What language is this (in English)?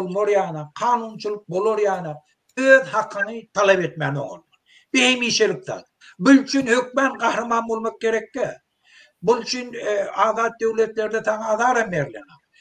Turkmen